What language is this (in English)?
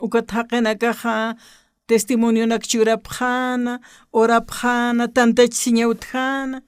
Aymara